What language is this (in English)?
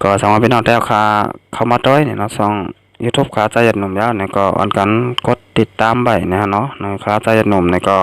Shan